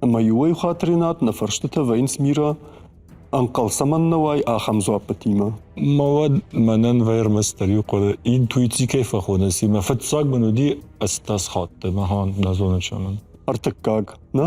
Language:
Ossetic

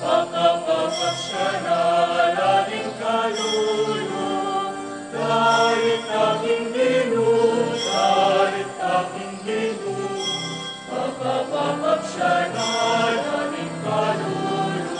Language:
Pampanga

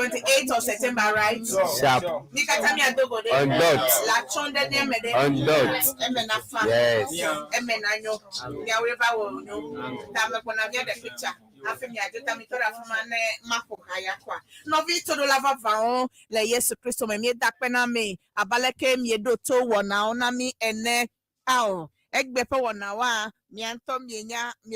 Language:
Ewe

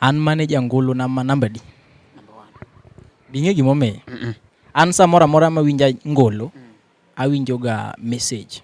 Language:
Luo (Kenya and Tanzania)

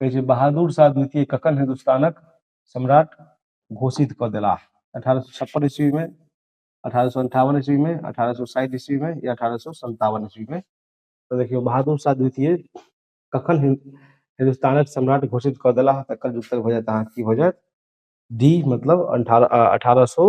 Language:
Maithili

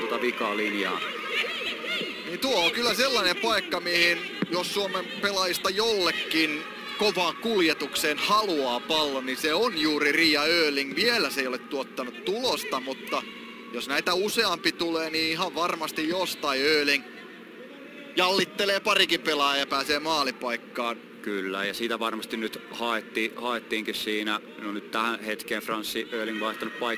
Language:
Finnish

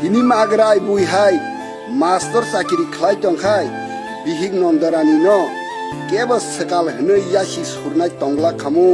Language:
Kok Borok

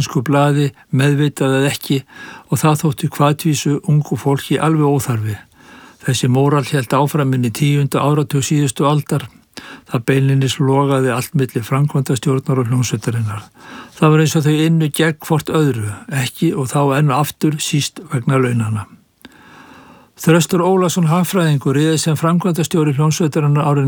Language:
Icelandic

